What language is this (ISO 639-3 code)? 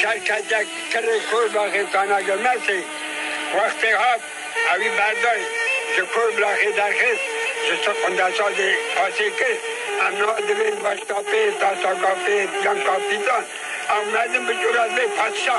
kur